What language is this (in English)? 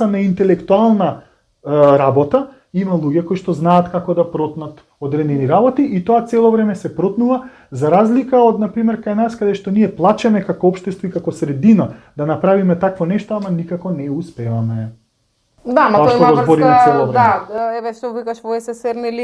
Macedonian